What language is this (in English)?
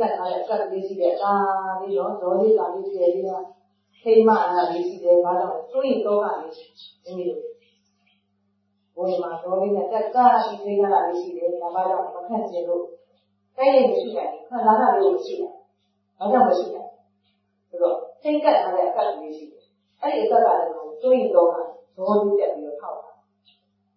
Burmese